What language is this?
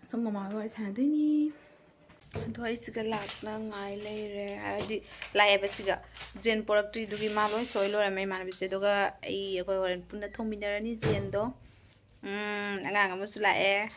Manipuri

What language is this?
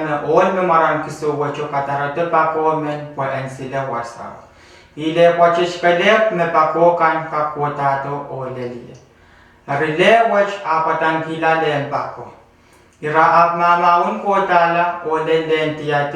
Pohnpeian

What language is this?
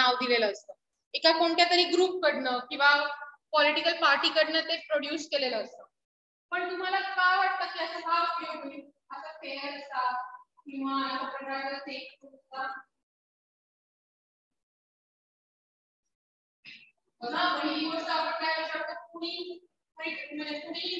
Marathi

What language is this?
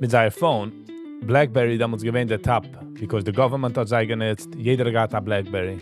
Yiddish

